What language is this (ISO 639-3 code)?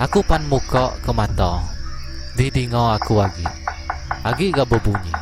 iba